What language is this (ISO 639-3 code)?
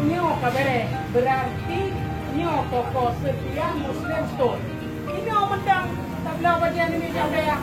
ace